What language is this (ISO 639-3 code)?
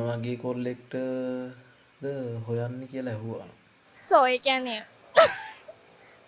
sin